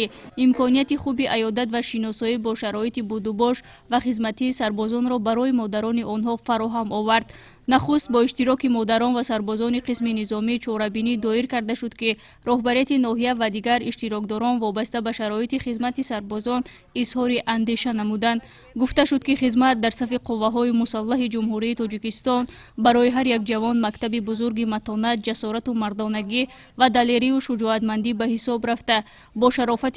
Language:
Tajik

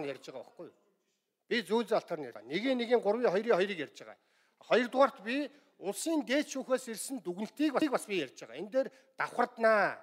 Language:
Mongolian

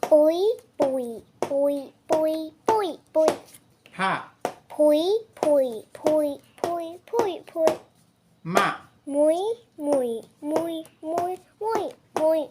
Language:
Shan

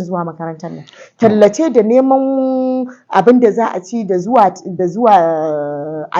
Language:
Hausa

